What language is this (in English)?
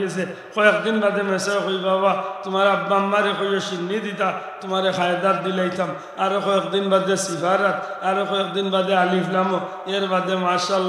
Sylheti